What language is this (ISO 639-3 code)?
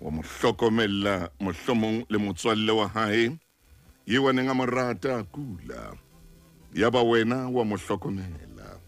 sot